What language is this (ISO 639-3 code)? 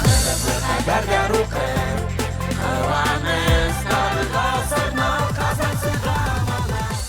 bak